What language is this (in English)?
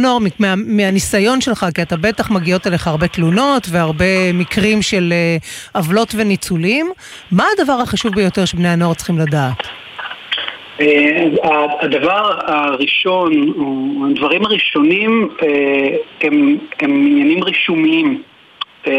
Hebrew